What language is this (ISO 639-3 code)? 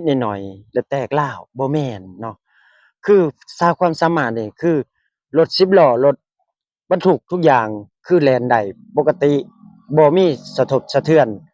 lao